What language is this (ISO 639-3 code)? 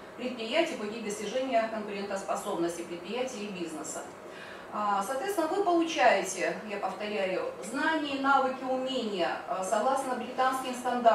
rus